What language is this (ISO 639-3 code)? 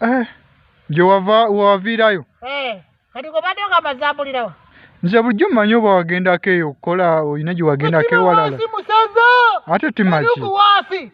lug